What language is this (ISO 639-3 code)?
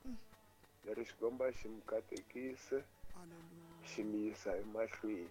tso